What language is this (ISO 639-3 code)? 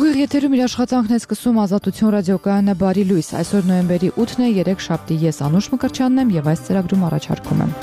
hye